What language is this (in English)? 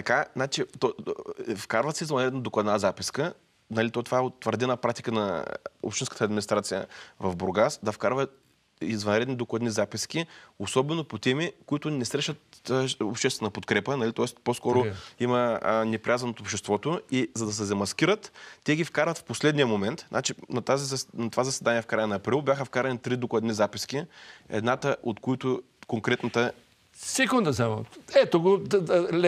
Bulgarian